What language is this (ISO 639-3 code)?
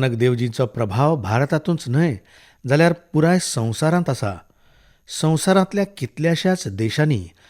kok